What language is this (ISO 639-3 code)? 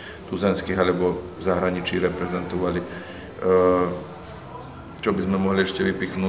slk